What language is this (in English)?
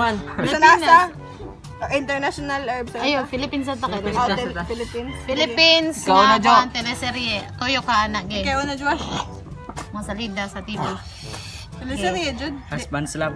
Cebuano